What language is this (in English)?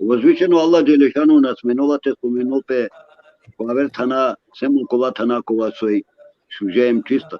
Balkan Romani